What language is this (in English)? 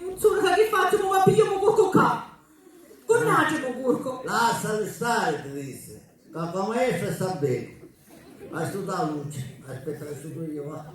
Sicilian